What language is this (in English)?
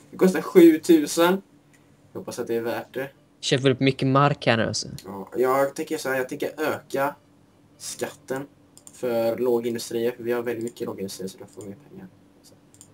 Swedish